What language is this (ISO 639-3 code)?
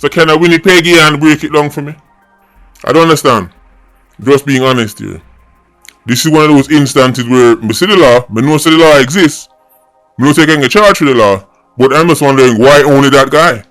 jam